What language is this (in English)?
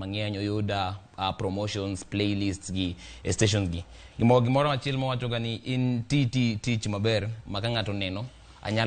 Luo (Kenya and Tanzania)